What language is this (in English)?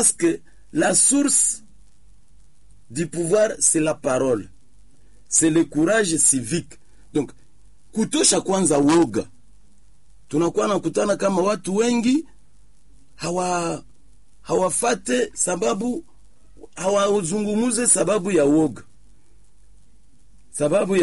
Swahili